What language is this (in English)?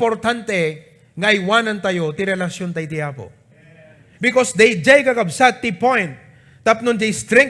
Iloko